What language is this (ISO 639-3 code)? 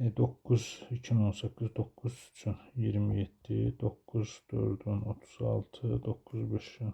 aze